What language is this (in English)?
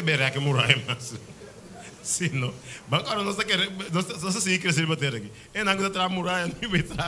Papiamento